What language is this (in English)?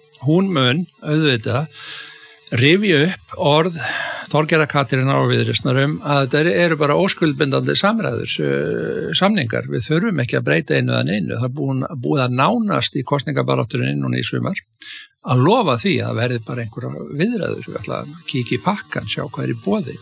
Icelandic